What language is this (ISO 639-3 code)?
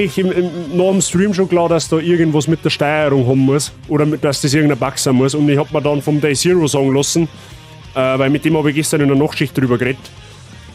bar